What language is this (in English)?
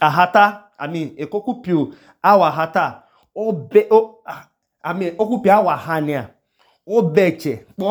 Idoma